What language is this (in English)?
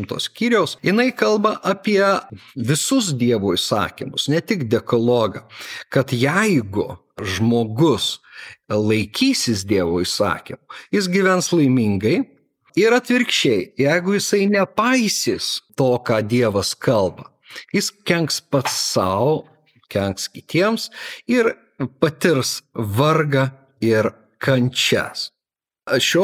Lithuanian